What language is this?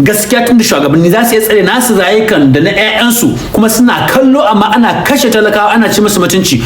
Hausa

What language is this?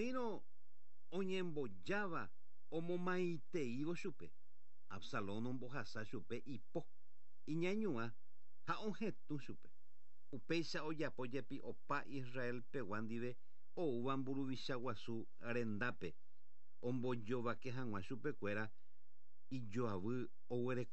Guarani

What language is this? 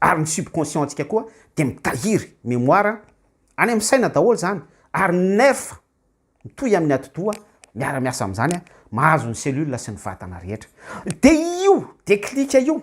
Malagasy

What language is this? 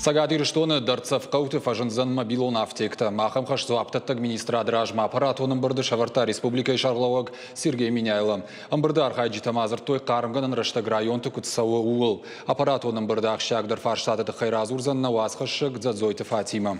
Ossetic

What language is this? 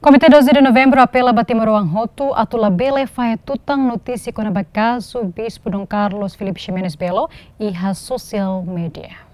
Tetum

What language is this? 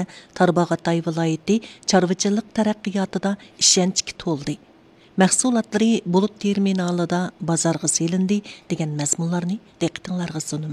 Uyghur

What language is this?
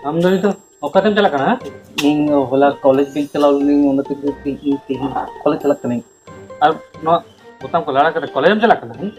Santali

